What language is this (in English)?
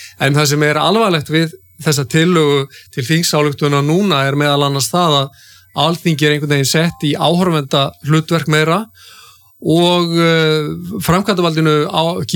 Icelandic